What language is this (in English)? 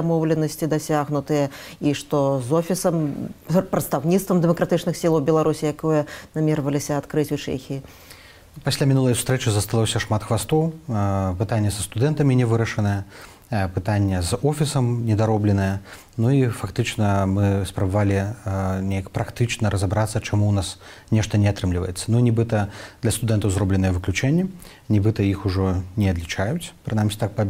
Belarusian